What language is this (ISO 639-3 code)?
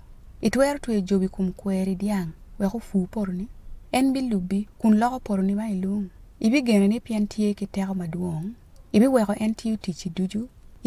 ach